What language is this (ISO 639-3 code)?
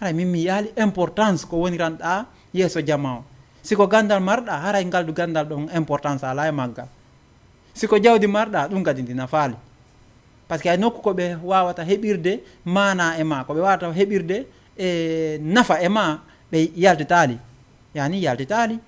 ful